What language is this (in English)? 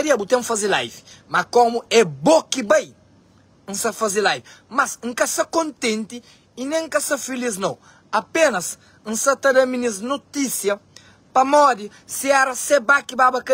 Kabuverdianu